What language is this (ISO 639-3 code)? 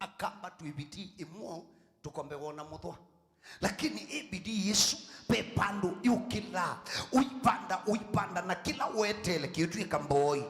kam